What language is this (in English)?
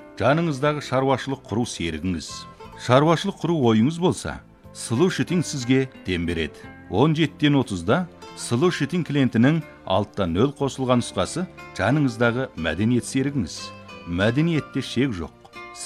Kazakh